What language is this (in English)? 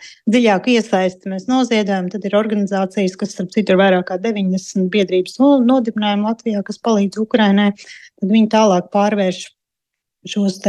Latvian